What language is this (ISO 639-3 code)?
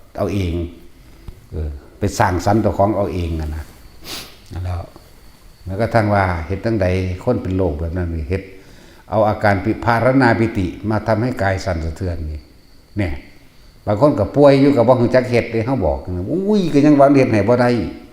tts